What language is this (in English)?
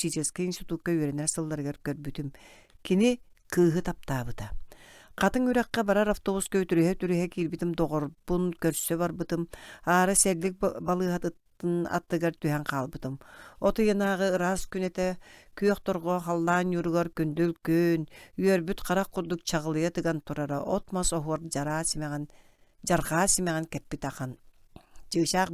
Yakut